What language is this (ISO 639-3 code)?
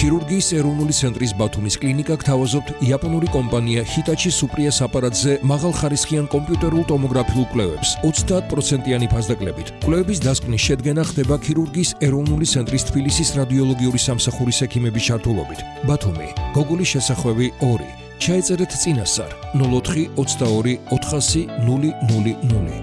kat